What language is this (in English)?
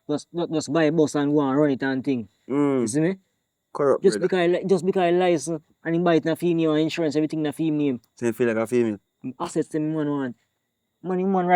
Jamaican Creole English